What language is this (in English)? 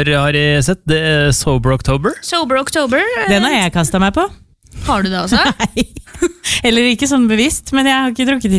Norwegian